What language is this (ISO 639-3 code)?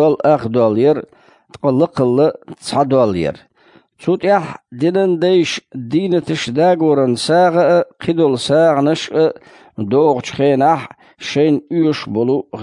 che